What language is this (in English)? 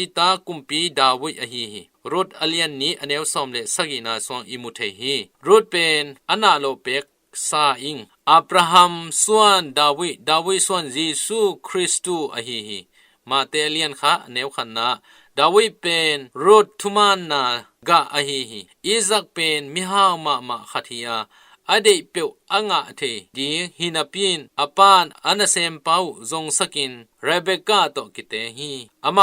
Tedim Chin